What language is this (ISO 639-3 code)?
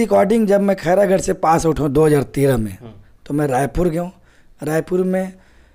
hne